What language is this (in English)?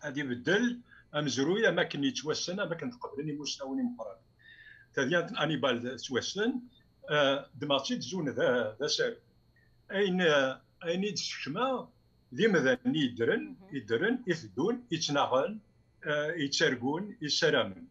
Kabyle